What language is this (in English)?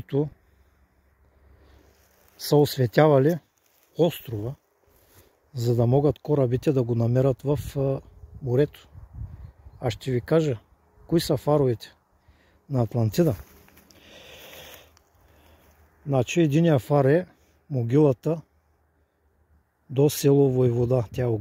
Bulgarian